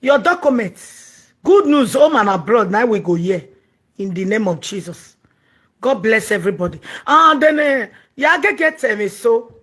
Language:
Nigerian Pidgin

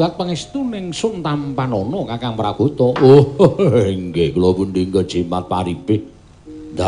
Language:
Javanese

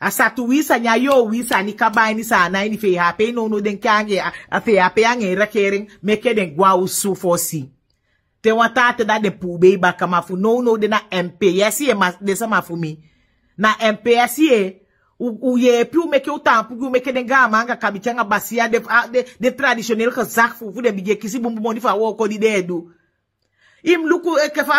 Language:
Sranan Tongo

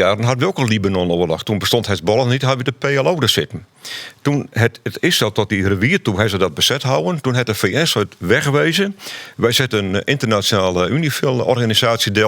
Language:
Western Frisian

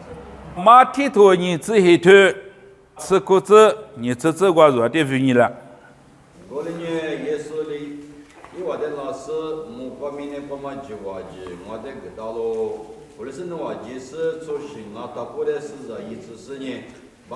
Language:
Lisu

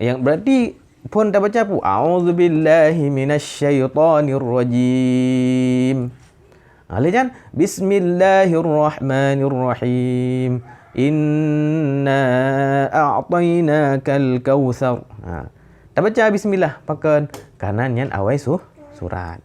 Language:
Achinese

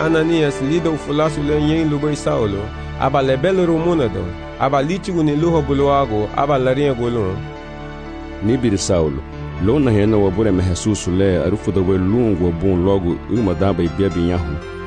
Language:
Garifuna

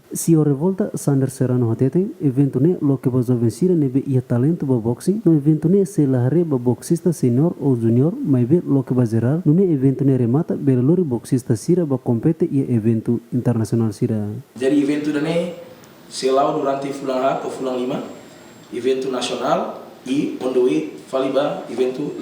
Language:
Tetum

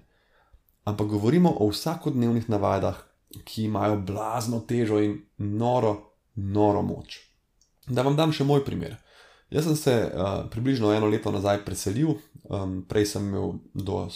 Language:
Slovenian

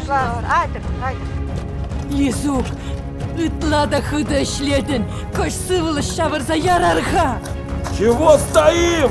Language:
Chuvash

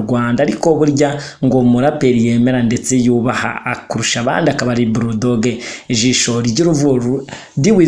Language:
Kinyarwanda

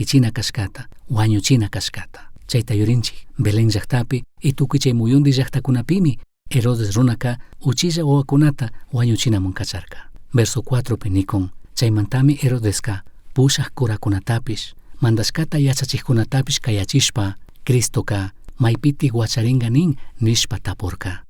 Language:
Chimborazo Highland Quichua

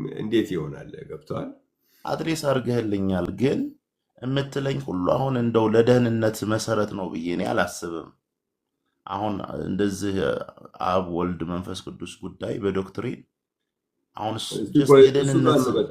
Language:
Amharic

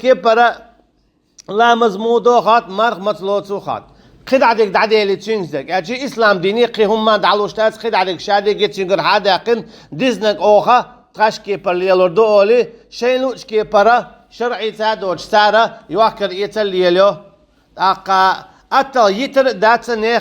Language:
Chechen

